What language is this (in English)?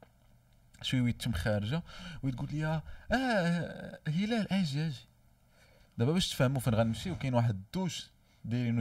Moroccan Arabic